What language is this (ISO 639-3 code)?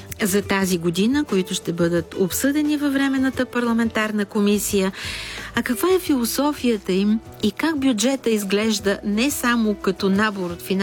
bul